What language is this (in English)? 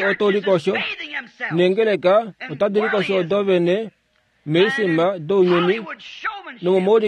Kuanyama